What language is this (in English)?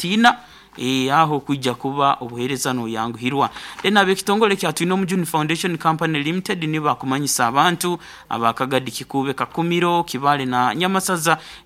Nyankole